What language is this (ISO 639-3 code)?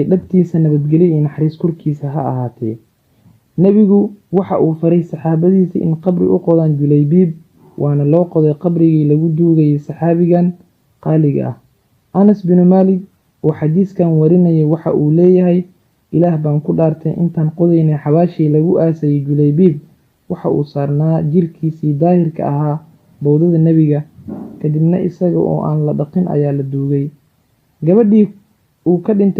som